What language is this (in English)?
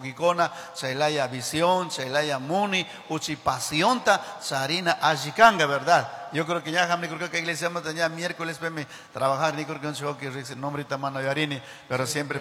Chimborazo Highland Quichua